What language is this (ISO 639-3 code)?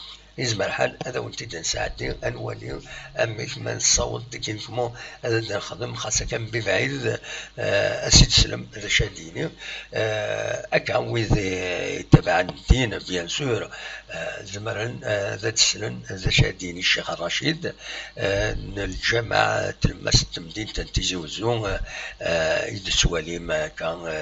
kab